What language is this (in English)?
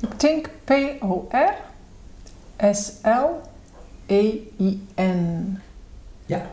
Western Frisian